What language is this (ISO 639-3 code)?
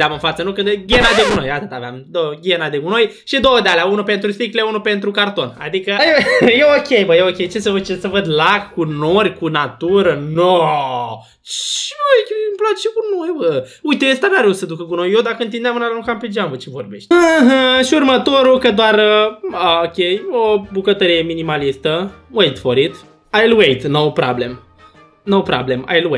ron